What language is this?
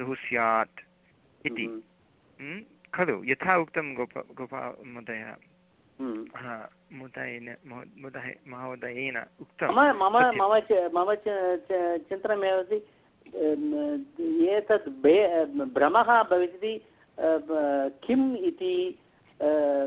Sanskrit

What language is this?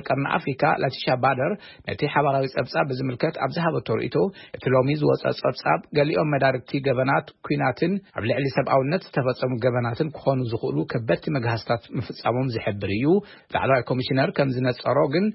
Tigrinya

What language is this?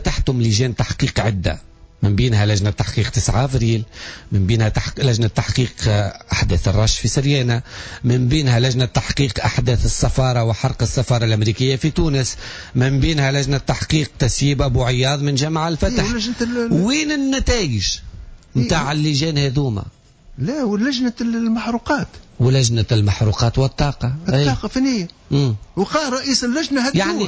Tunisian Arabic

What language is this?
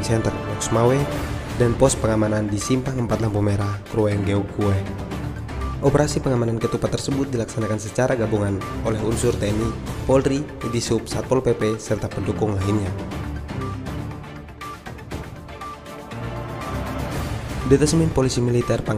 Indonesian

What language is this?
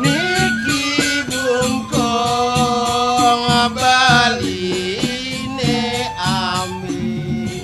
Balinese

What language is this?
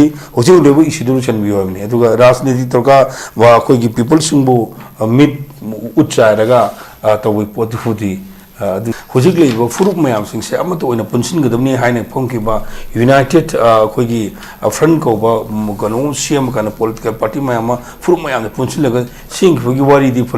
Manipuri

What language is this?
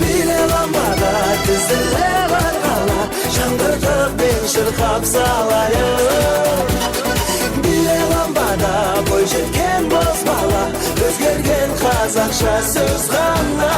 Kara-Kalpak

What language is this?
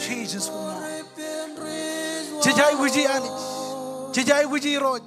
Marshallese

